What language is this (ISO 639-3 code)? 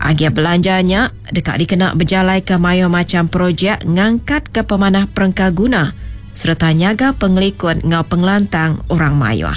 iba